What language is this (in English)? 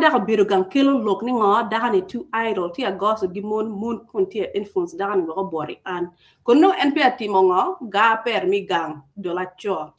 Acoli